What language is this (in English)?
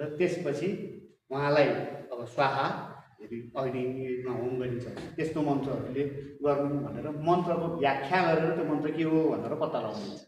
Nepali